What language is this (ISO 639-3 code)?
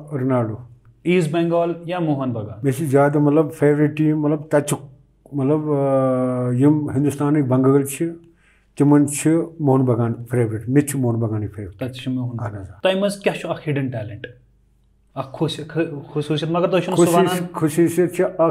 kas